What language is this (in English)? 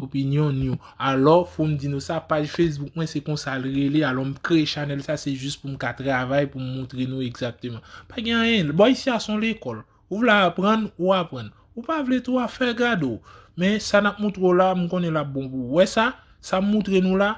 Haitian Creole